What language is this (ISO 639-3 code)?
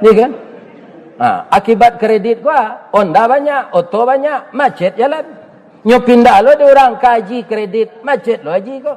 min